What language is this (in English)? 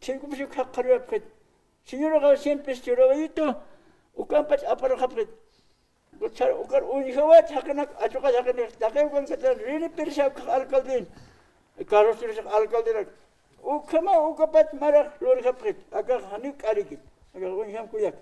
Aymara